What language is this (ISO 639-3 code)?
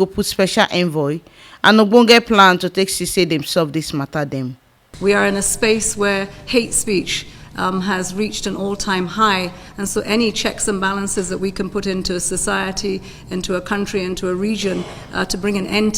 pcm